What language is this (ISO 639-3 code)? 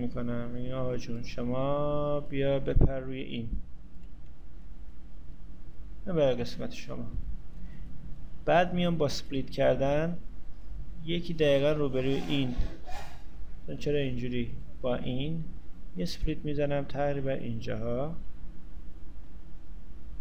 fas